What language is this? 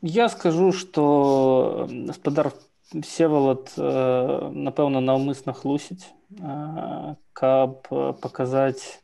Belarusian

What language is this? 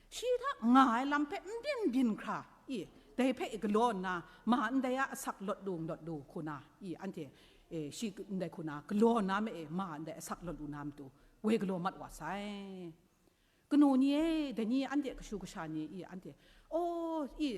Kachin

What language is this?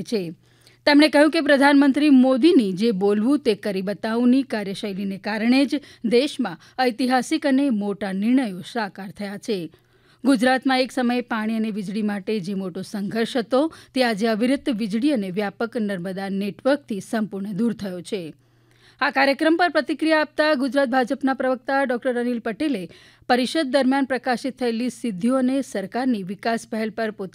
Gujarati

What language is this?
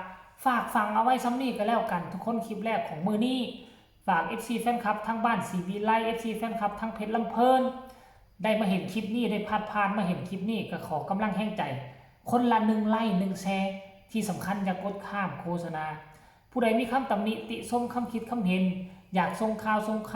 Northeastern Thai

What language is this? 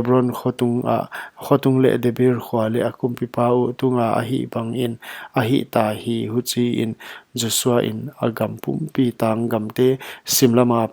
Paite Chin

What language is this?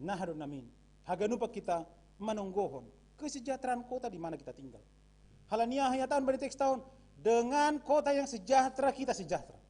Batak Simalungun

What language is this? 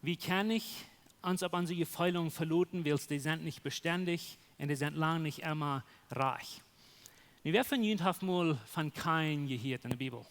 Plautdietsch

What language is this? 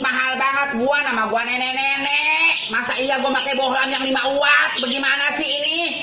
Betawi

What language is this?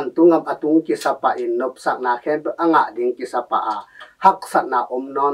Tedim Chin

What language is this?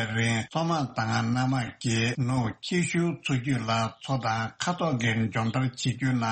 Tibetan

